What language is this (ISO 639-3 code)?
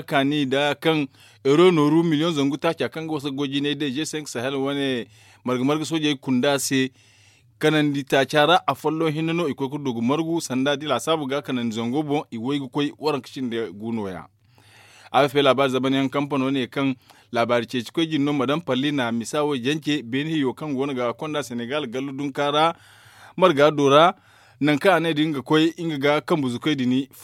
dje